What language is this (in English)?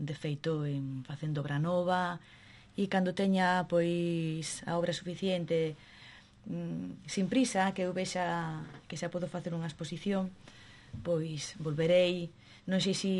Galician